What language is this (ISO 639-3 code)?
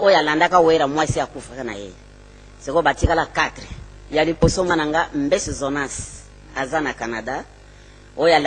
lin